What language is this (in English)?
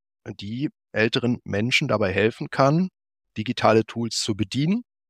German